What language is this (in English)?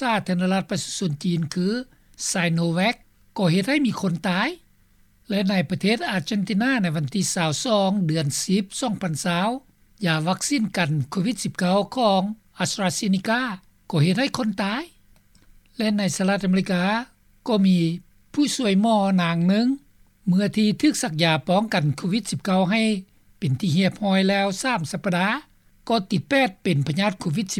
Lao